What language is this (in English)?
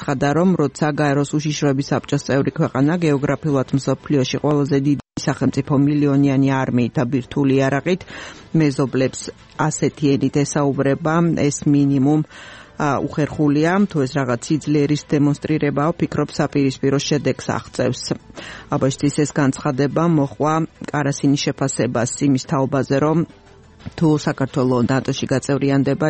Georgian